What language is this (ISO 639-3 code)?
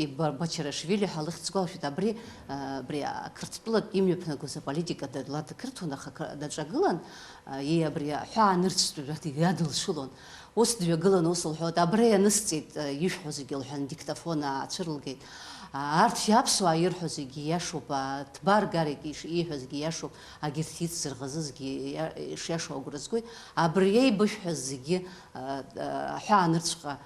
abk